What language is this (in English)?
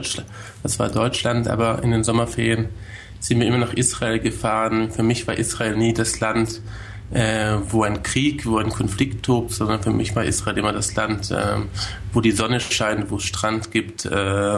German